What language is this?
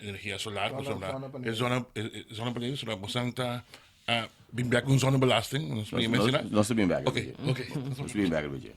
Papiamento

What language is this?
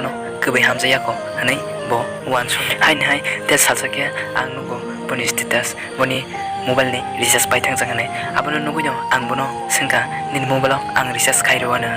Kok Borok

